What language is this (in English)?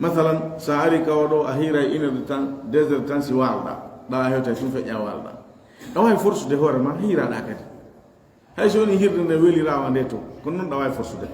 Fula